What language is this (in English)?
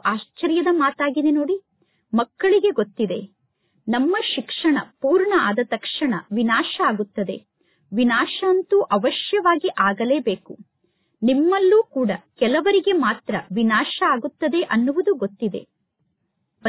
Kannada